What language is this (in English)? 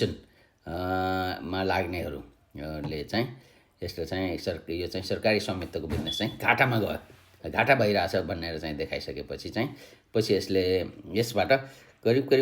Nepali